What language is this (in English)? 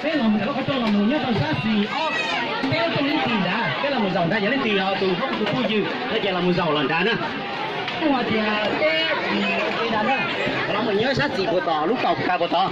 Hmong